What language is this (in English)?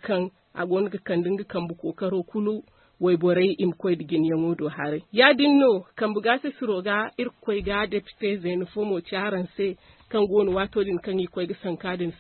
Zarma